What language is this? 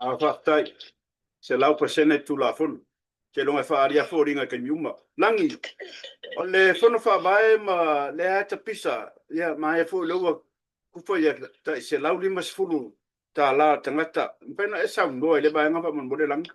Samoan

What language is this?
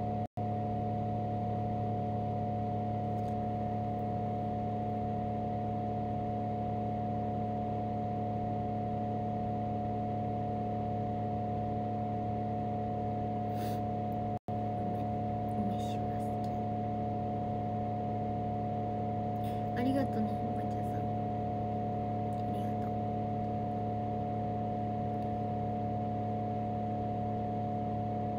Japanese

